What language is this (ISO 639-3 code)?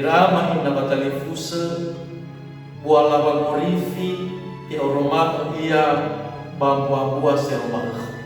nia